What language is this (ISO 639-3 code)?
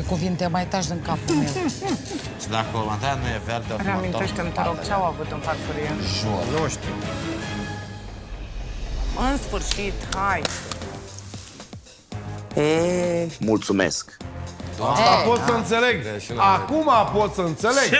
ron